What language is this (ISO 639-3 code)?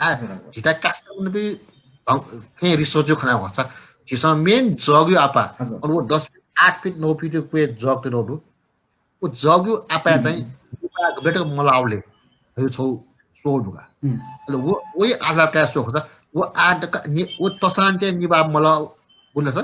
new